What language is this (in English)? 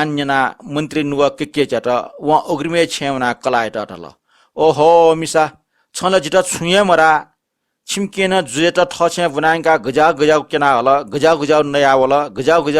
Newari